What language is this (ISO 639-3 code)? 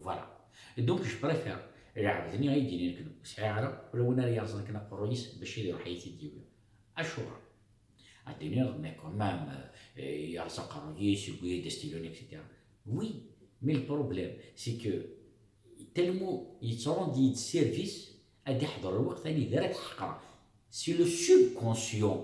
kab